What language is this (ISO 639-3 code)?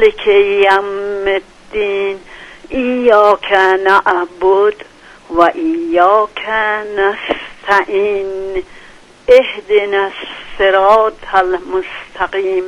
fas